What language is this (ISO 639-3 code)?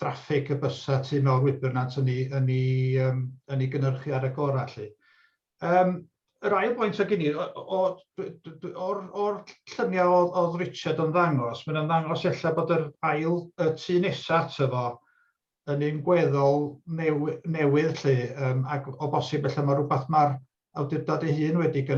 cym